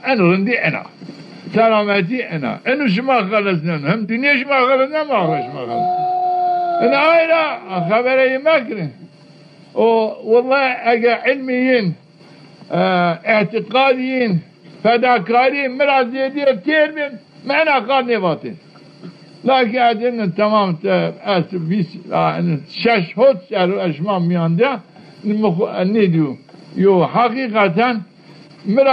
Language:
Zaza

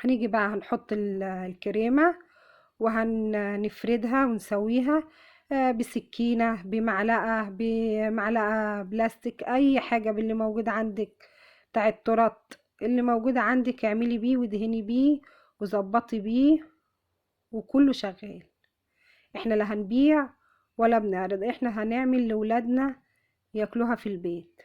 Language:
Egyptian Arabic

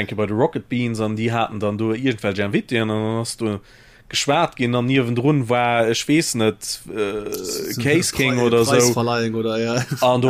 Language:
Luxembourgish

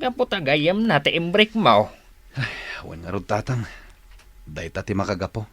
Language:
Iloko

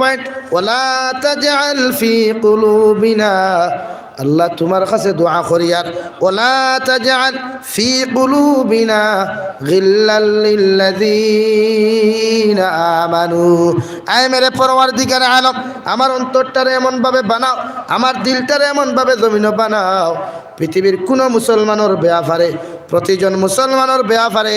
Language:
Sylheti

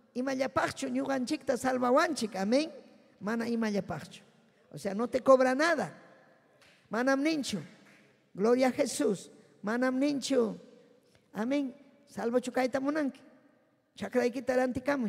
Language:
Ayacucho Quechua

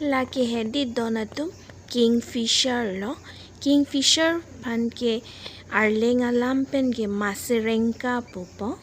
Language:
Karbi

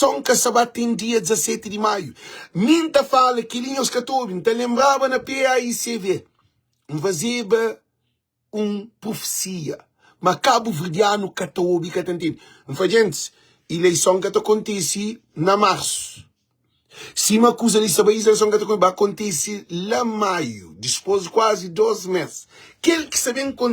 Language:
Kabuverdianu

